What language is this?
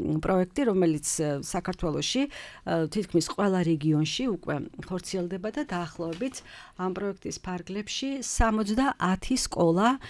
Georgian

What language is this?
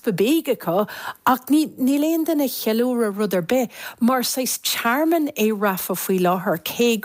Irish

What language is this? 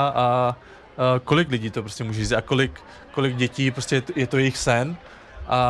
Czech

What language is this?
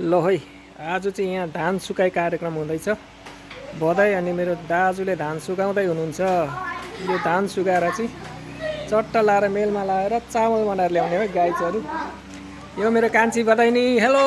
Nepali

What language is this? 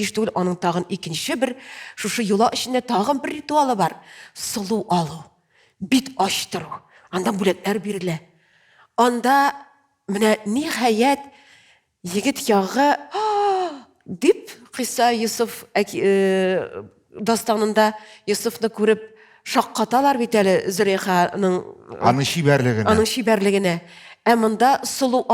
Tatar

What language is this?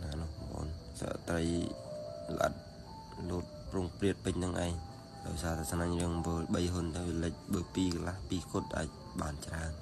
Khmer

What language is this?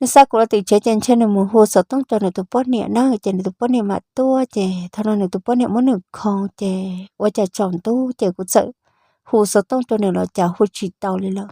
Hmong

